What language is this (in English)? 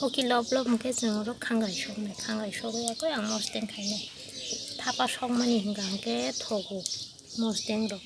Kok Borok